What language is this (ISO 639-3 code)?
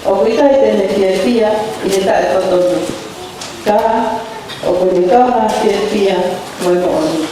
ton